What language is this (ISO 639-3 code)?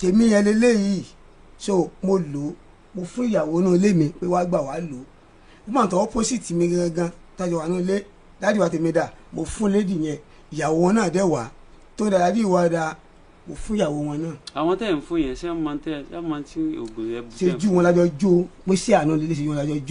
yor